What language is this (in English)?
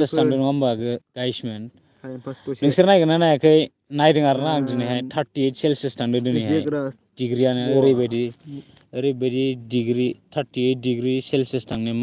Bodo